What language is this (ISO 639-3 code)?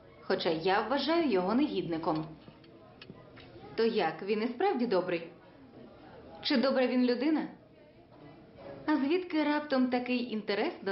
ukr